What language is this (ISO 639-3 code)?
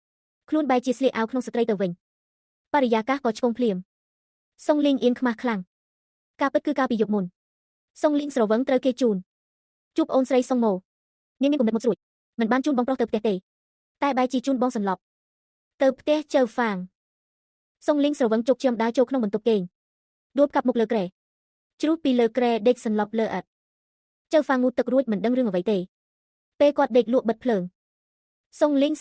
khm